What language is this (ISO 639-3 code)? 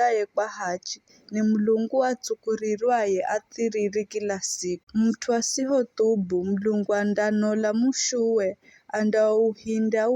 nyf